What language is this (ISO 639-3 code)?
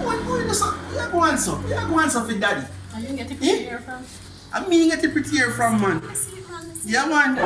jam